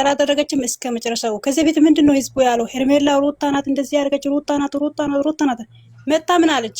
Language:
Amharic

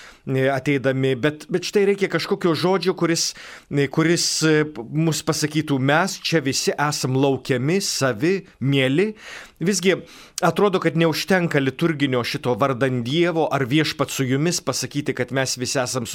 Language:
Lithuanian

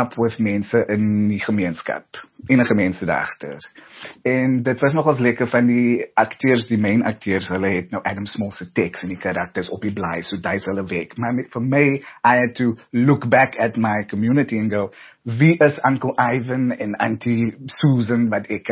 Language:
Afrikaans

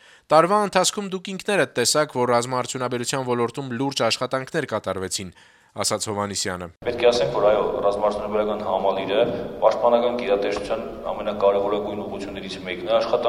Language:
Armenian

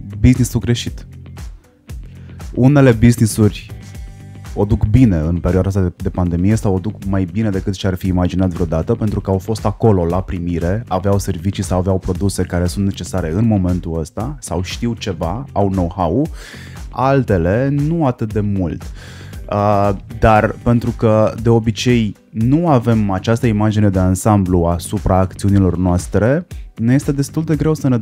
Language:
Romanian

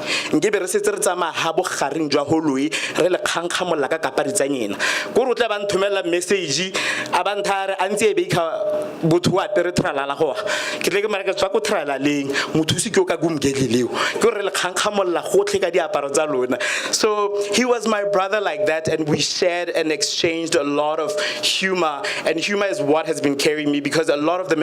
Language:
Tswana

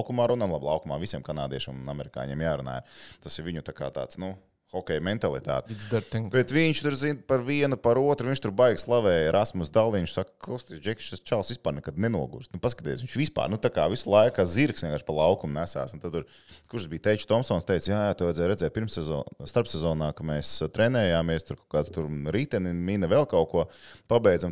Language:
Latvian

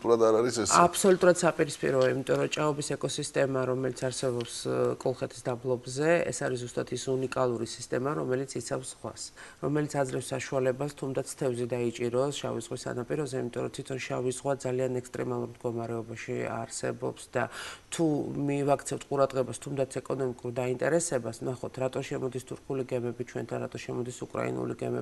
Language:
Georgian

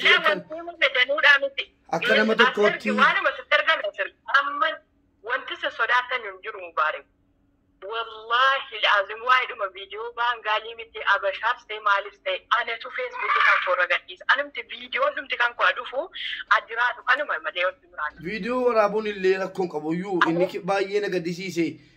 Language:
Oromo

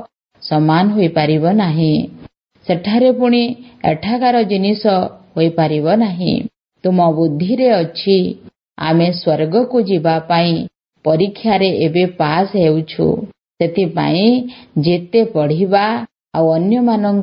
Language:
Odia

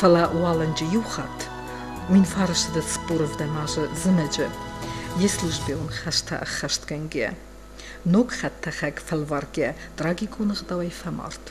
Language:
Ossetic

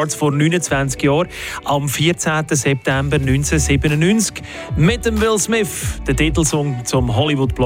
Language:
German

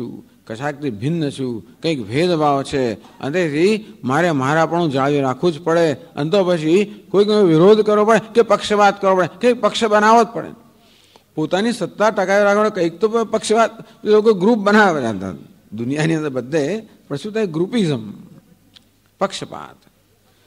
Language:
Gujarati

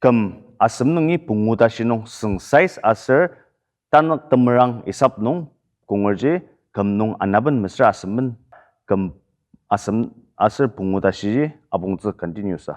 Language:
Ao Naga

